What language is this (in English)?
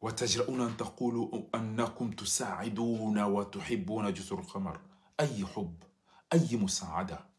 Ngazidja Comorian